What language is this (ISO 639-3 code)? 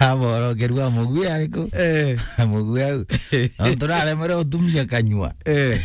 mer